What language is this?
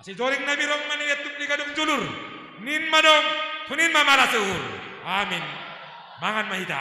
Batak Simalungun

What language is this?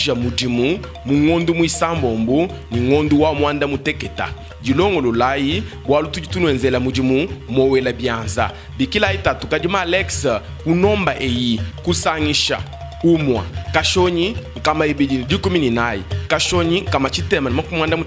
Luba-Lulua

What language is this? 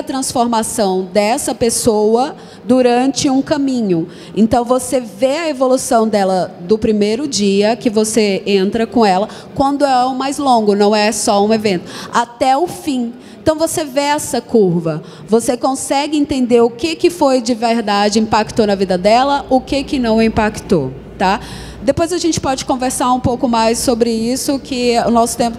Portuguese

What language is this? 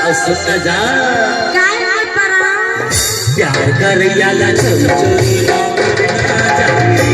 Chhattisgarhi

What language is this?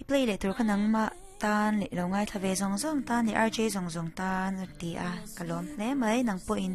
Mizo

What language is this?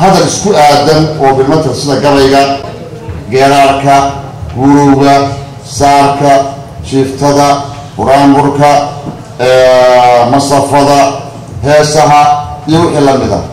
Somali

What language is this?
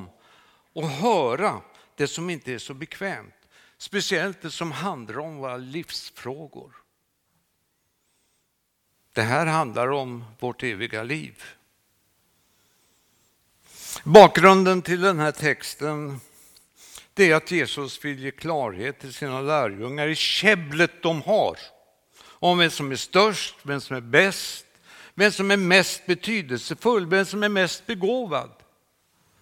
Swedish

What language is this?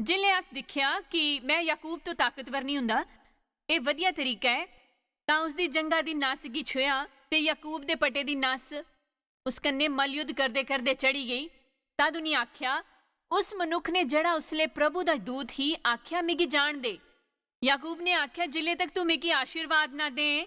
Dogri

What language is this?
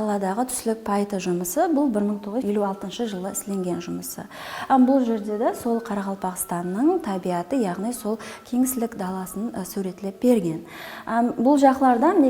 Kara-Kalpak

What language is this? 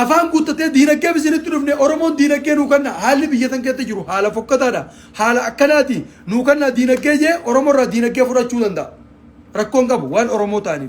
Oromo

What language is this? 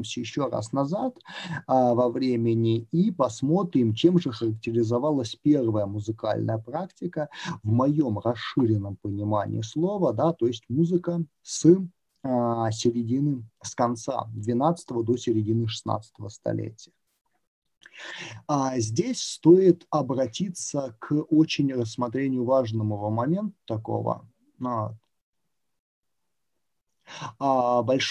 Russian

